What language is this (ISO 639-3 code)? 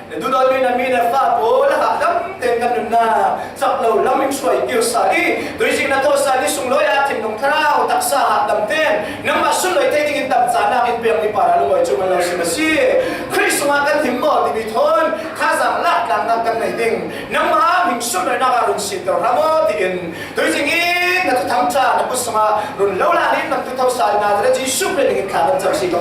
cfm